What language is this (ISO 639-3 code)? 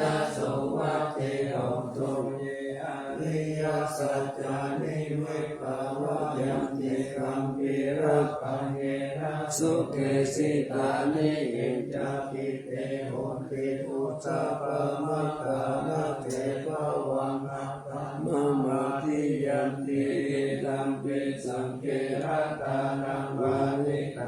pli